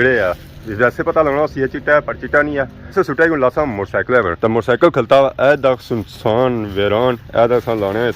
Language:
Pahari-Potwari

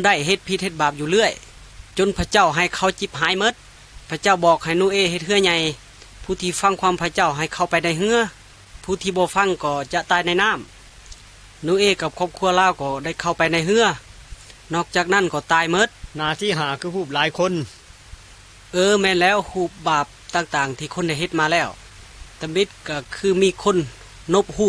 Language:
Lao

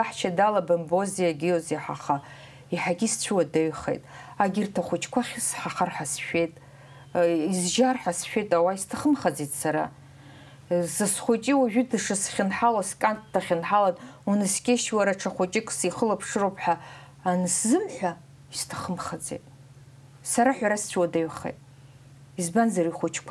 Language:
Abkhazian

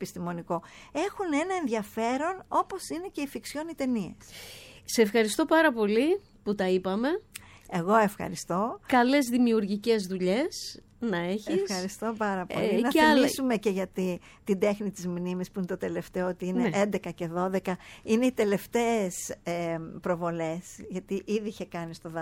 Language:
Greek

